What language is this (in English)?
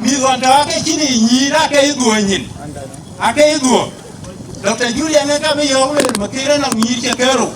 Dinka